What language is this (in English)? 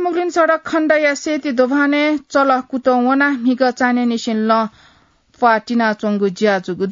Newari